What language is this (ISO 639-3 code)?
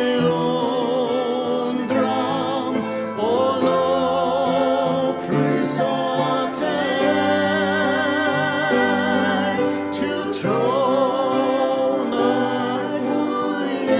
fao